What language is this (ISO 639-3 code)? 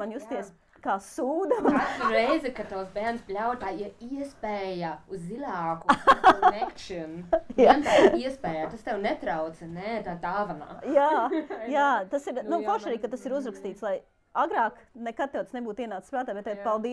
lav